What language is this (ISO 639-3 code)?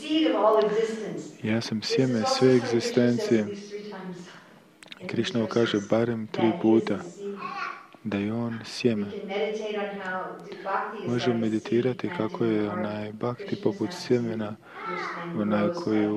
hrv